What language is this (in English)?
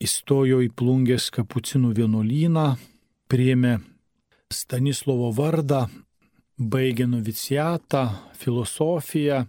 Lithuanian